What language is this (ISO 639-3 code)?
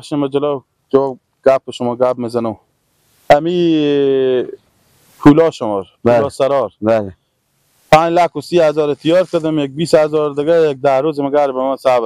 fas